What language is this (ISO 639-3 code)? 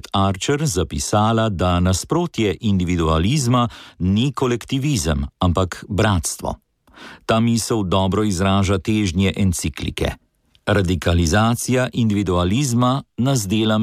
slv